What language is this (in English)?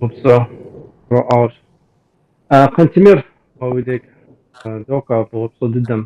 Kabardian